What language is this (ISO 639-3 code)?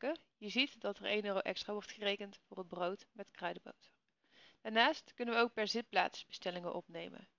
nld